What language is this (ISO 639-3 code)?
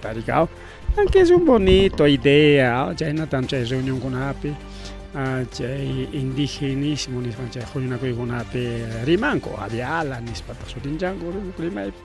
quy